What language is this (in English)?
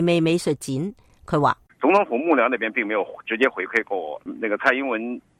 Cantonese